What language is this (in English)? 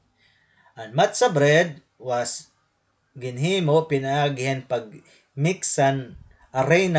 Waray